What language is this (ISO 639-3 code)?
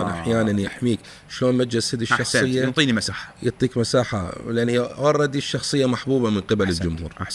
acm